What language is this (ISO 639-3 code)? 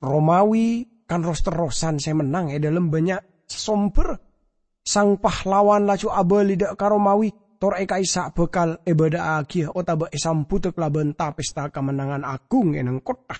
mad